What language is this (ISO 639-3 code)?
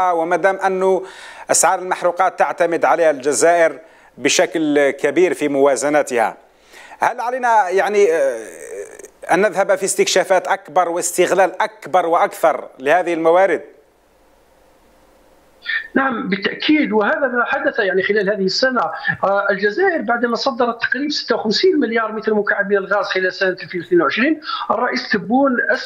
arq